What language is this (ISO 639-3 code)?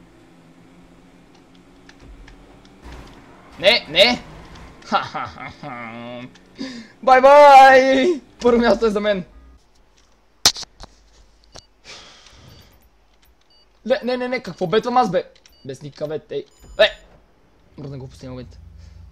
bul